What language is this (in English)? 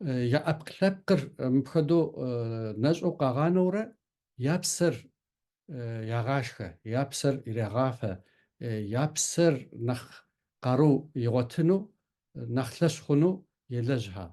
Kabardian